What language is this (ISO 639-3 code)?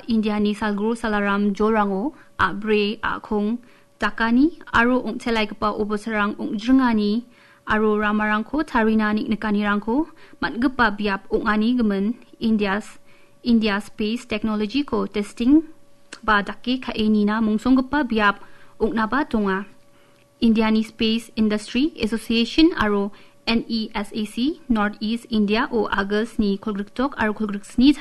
grt